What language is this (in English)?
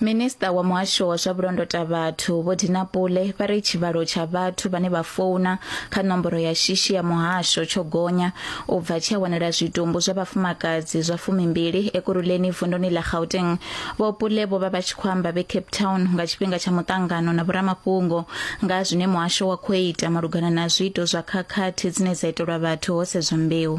Venda